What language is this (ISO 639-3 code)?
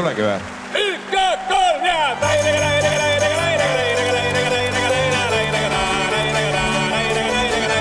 est